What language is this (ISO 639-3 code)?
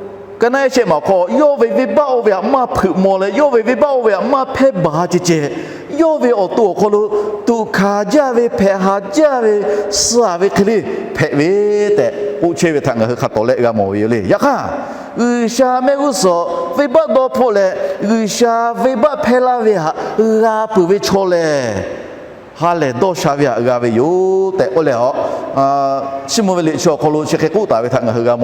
lhu